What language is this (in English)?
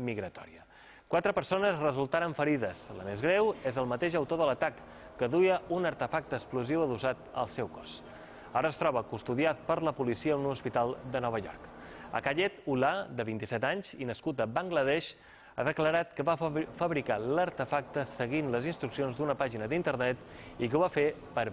Catalan